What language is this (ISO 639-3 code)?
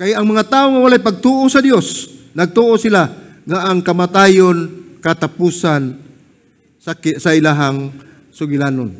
ceb